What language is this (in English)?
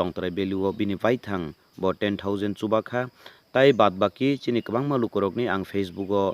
Kok Borok